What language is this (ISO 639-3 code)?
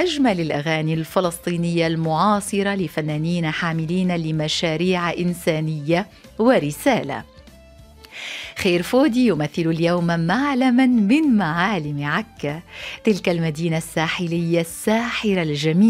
ara